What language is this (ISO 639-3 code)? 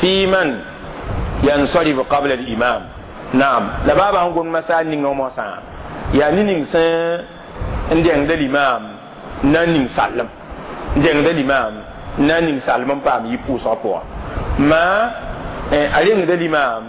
mos